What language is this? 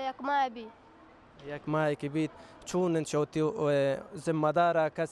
Baluchi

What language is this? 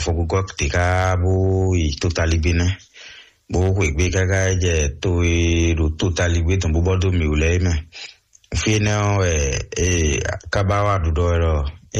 Fon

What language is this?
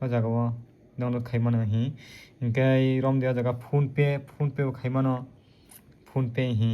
Kok Borok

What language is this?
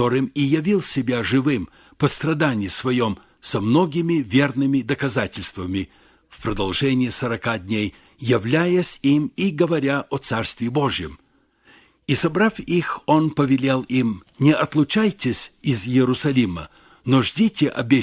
Russian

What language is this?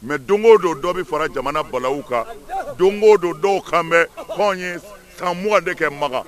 Bambara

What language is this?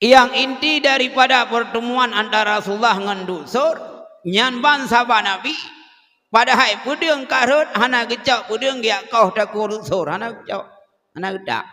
Achinese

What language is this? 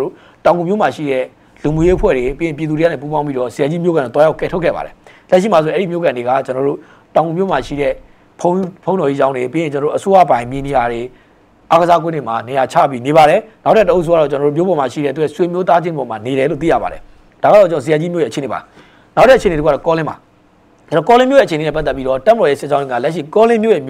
Burmese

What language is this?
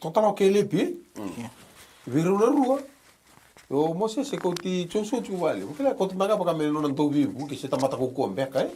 Fijian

